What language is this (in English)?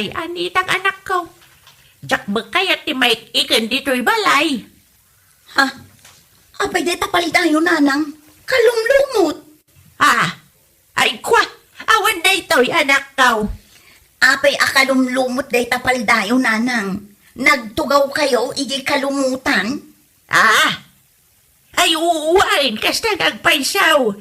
Iloko